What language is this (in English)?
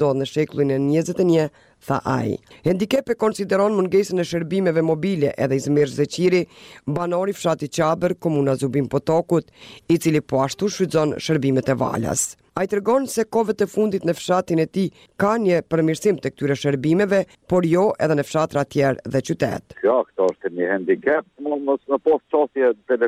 Albanian